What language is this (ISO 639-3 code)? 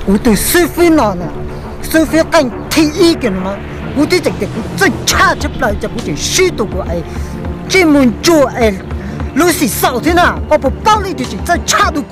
hmn